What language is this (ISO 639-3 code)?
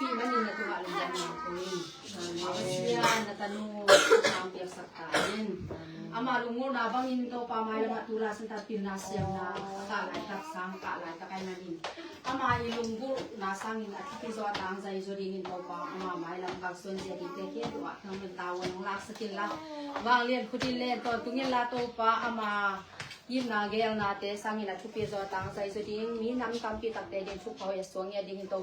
ctd